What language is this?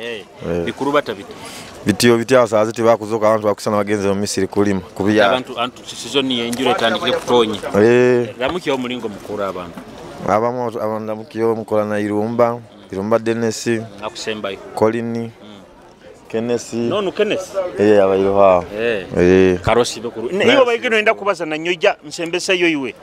Nyoro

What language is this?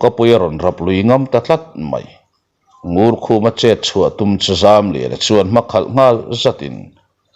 Mizo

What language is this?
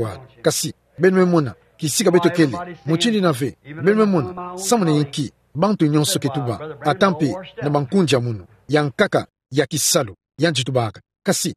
Kituba (Democratic Republic of Congo)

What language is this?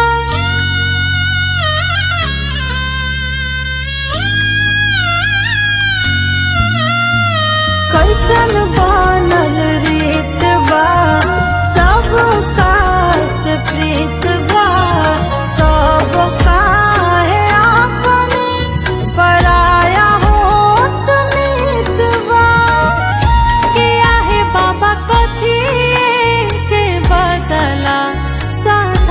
Bhojpuri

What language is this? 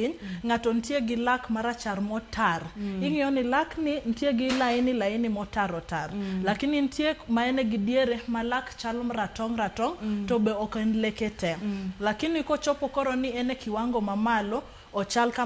Luo (Kenya and Tanzania)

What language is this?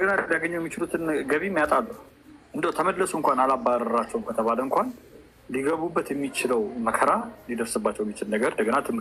Amharic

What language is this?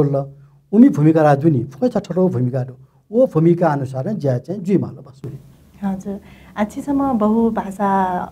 Newari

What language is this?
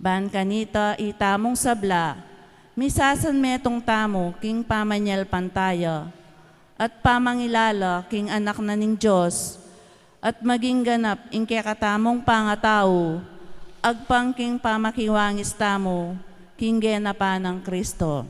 Pampanga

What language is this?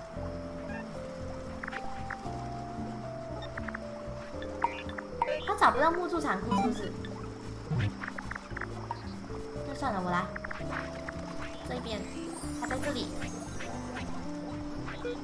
Chinese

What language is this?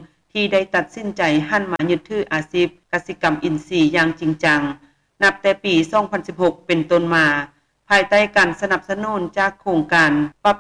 Lao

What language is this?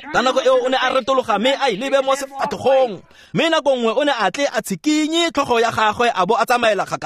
Tswana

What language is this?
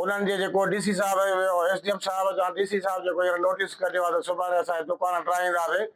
Sindhi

